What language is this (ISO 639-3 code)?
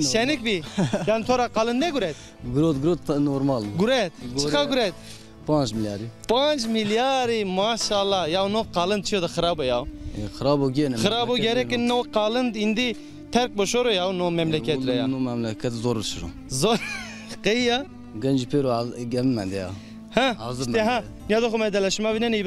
zza